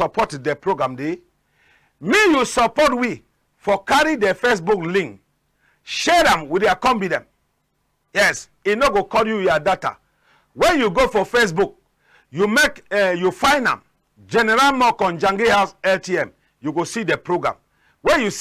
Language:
Cameroon Pidgin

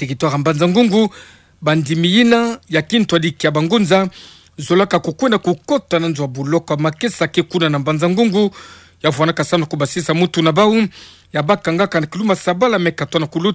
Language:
Kituba (Democratic Republic of Congo)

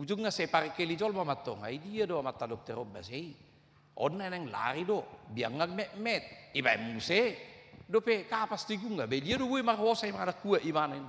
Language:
Batak Toba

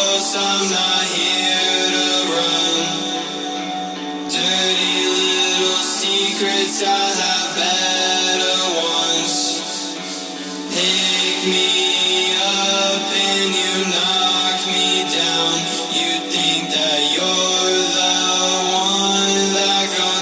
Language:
English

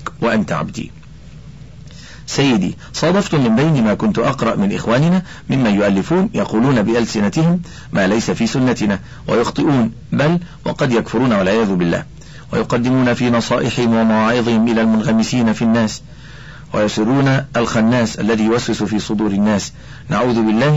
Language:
Arabic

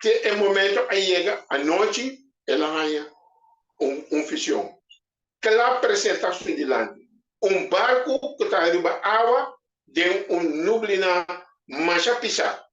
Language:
Papiamento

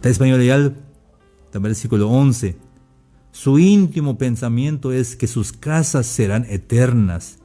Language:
Tzeltal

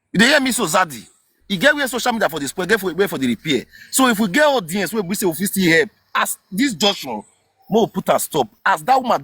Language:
Nigerian Pidgin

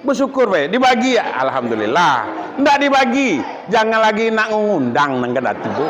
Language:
Minangkabau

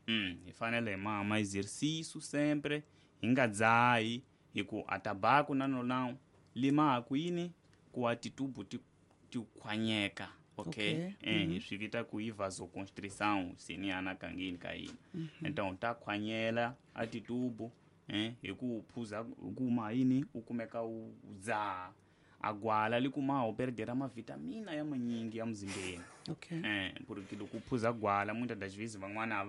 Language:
Tsonga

